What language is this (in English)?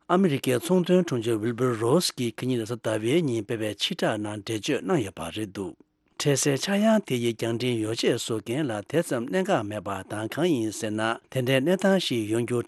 Tibetan